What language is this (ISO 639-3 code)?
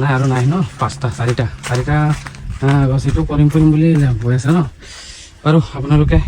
asm